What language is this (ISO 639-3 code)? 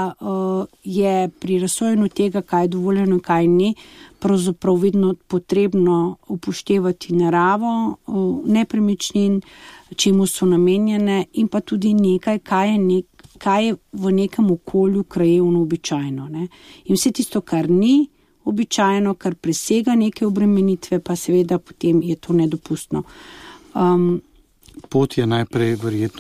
slv